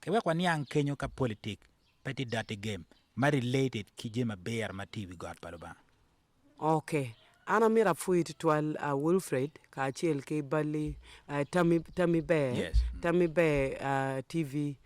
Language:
Acoli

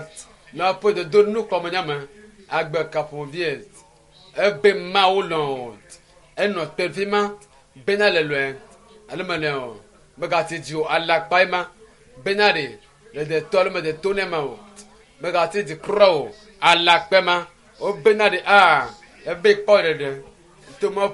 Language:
Ewe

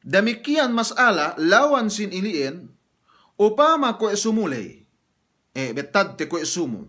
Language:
Yakan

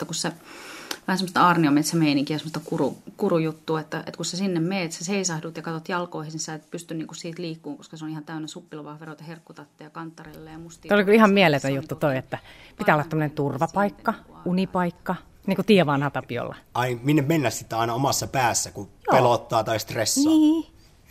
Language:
Finnish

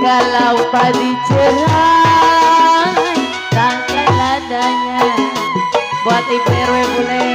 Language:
Betawi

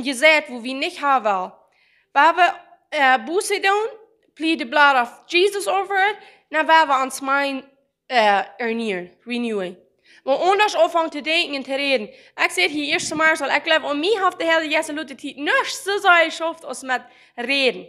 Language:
Plautdietsch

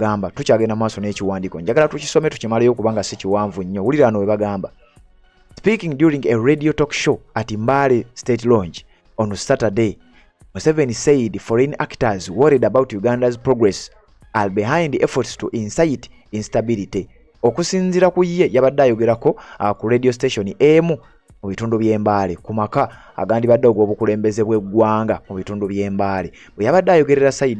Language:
Ganda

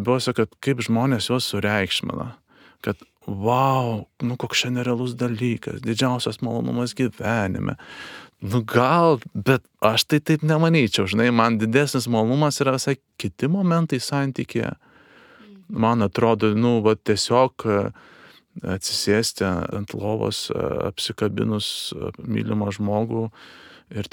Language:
Lithuanian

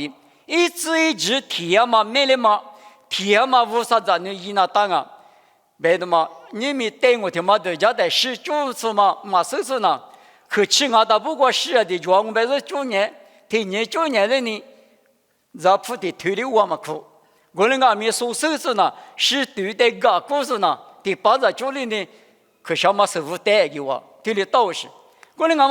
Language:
Lisu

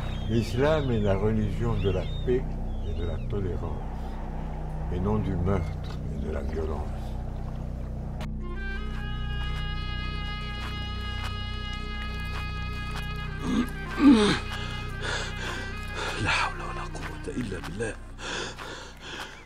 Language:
Arabic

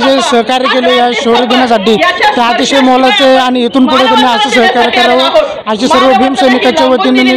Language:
Marathi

